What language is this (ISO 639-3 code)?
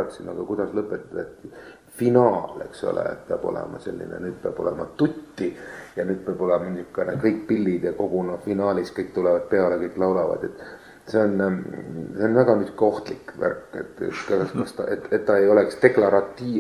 est